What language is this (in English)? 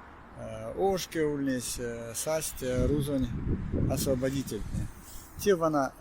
Erzya